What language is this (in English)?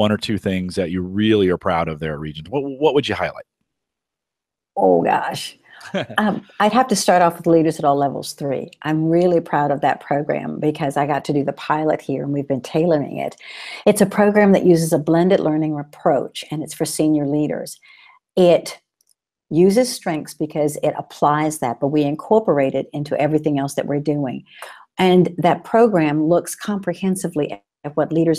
English